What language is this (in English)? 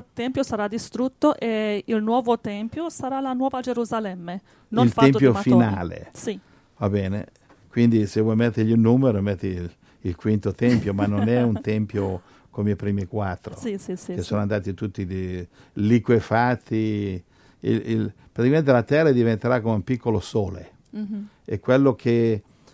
Italian